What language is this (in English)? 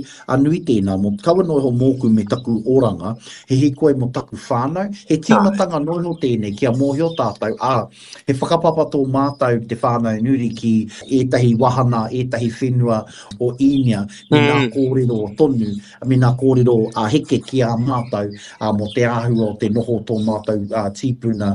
Māori